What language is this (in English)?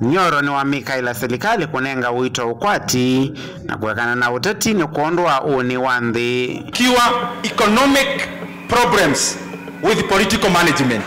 Kamba